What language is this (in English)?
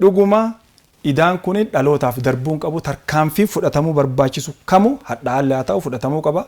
Oromo